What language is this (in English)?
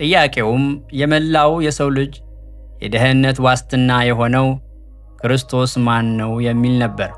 Amharic